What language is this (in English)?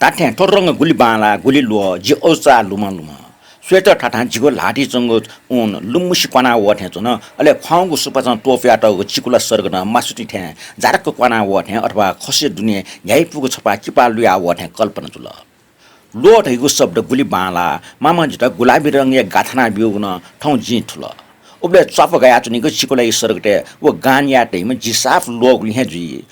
Newari